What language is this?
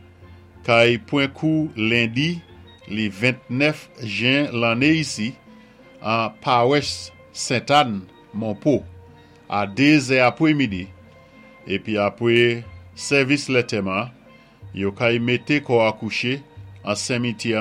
Saint Lucian Creole French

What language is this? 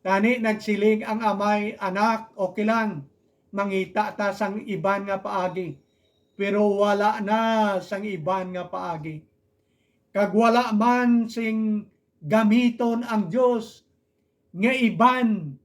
Hiligaynon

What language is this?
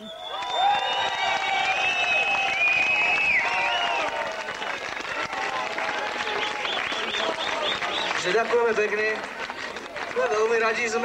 Slovak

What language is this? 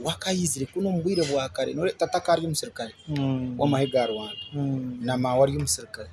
Nyankole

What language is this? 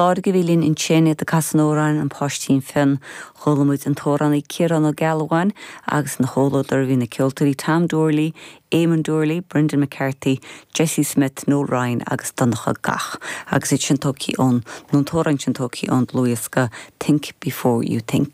Irish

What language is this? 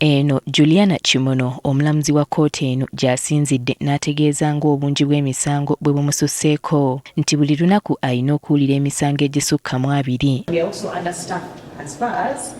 Ganda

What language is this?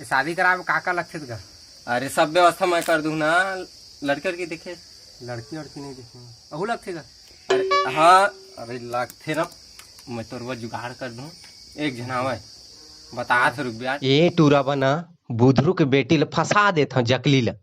Chhattisgarhi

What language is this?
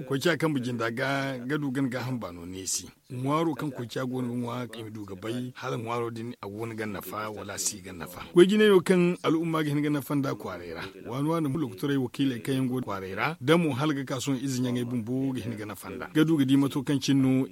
Zarma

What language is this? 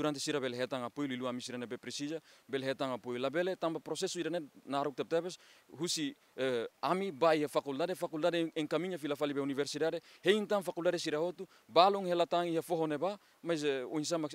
Tetum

